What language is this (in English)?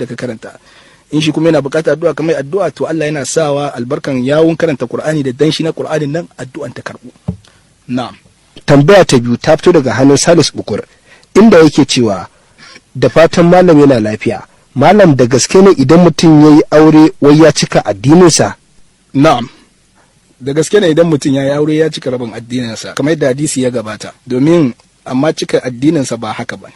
Hausa